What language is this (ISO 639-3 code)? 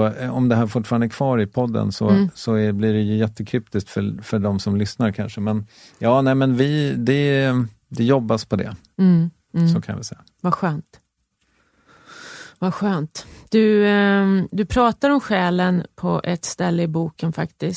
swe